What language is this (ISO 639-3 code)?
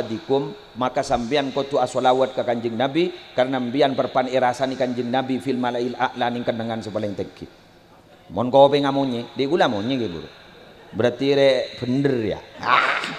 mad